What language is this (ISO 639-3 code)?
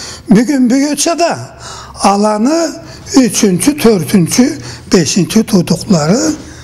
krc